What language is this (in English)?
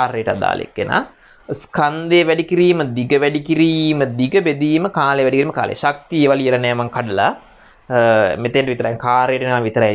Sinhala